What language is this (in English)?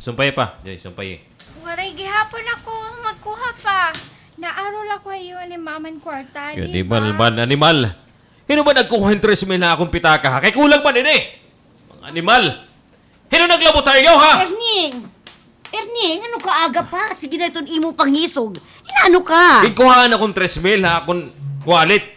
Waray